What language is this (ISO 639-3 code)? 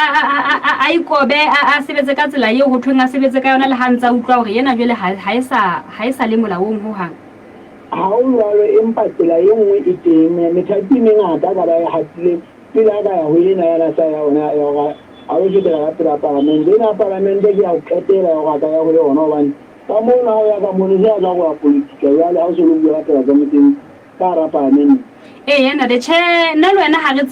sot